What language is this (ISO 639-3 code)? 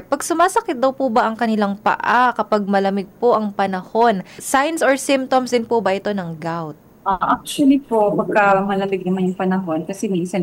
fil